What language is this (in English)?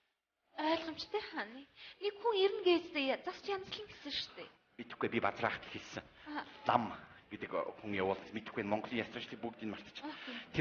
Mongolian